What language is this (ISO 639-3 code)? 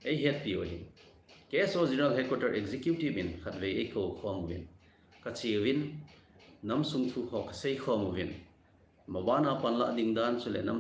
tcz